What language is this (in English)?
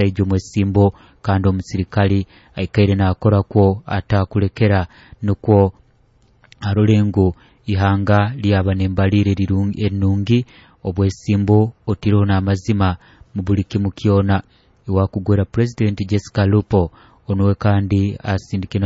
Nyoro